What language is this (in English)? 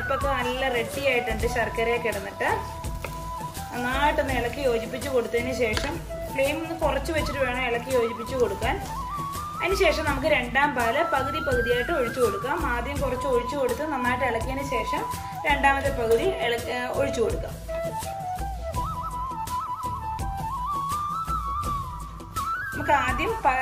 Malayalam